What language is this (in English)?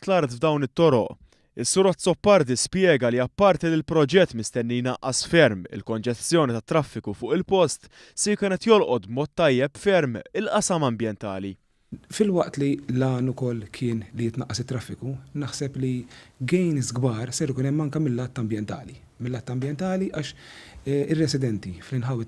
Maltese